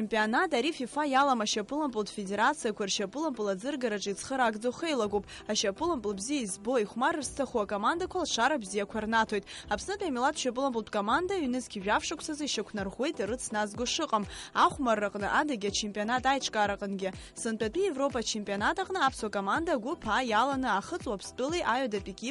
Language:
Abkhazian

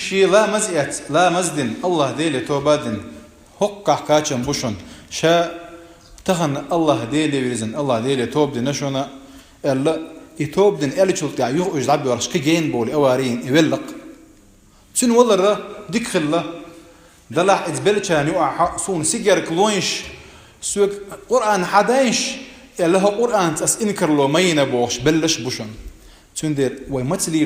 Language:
Chechen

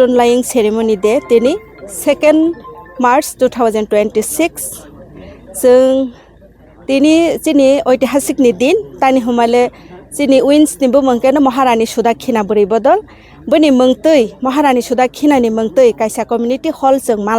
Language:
Kok Borok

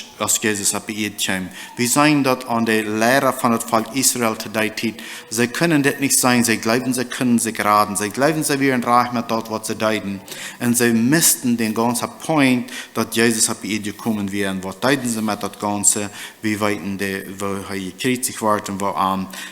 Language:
Plautdietsch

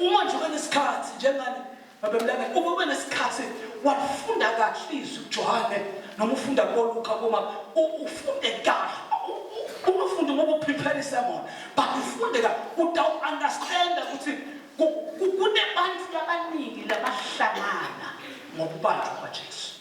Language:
Zulu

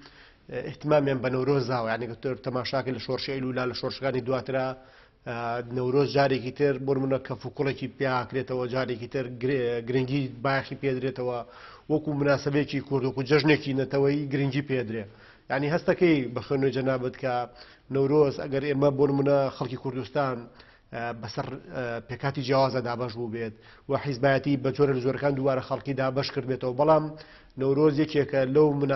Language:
Central Kurdish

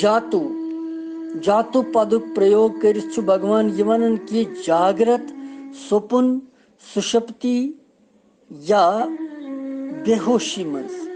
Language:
Kashmiri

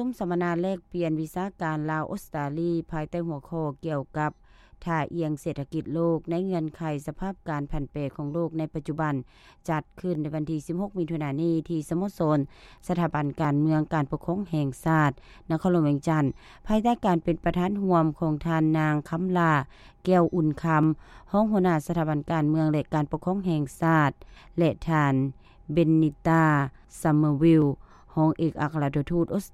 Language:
Lao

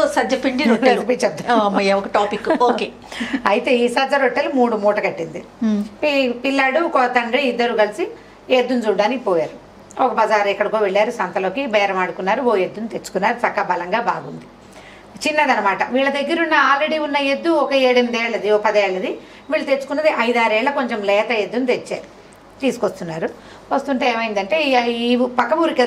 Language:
Telugu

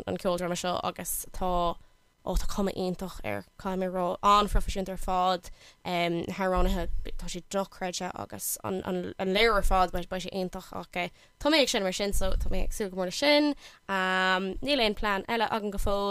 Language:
Irish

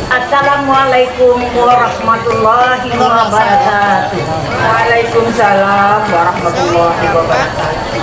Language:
Minangkabau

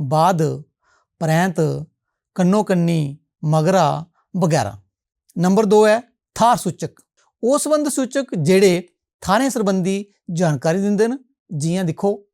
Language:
Dogri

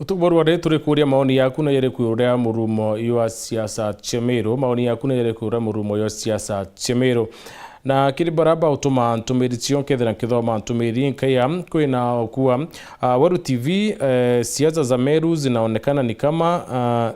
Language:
Meru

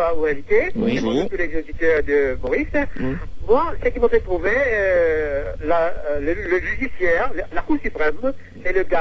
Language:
Morisyen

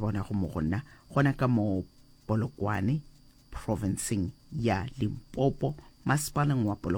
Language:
Northern Sotho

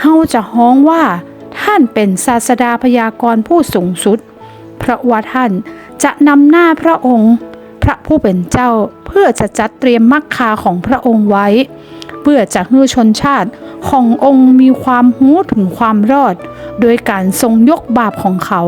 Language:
Northern Thai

